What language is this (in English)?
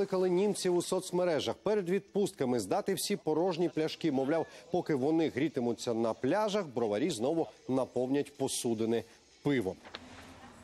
Ukrainian